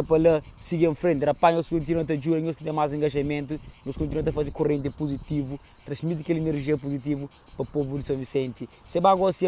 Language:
Kabuverdianu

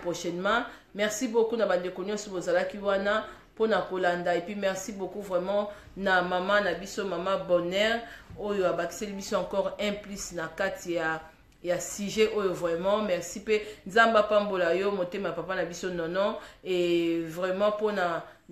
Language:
Lingala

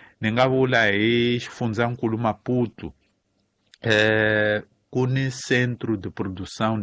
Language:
Tsonga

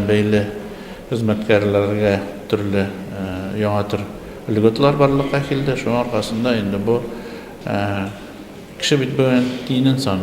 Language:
Tatar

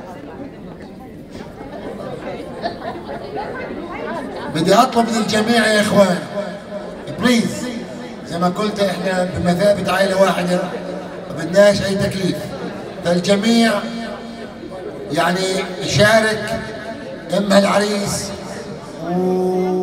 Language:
South Levantine Arabic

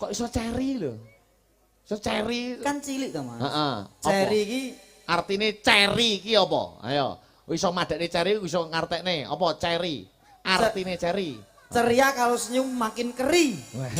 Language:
Javanese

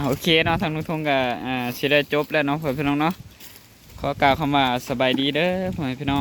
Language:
Northeastern Thai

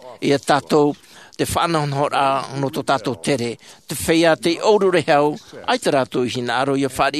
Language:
Tahitian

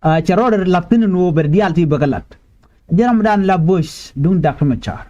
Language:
Nuer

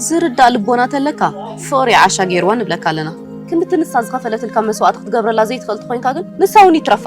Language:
Tigrinya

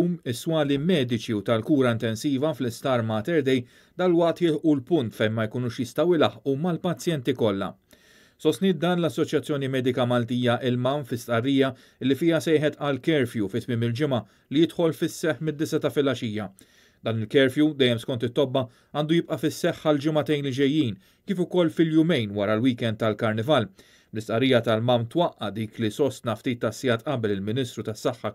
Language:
Maltese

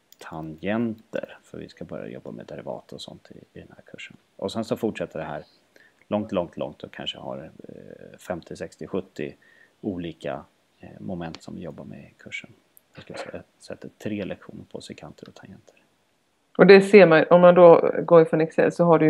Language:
Swedish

